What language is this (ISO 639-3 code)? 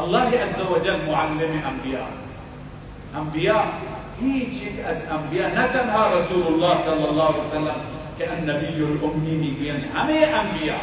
fas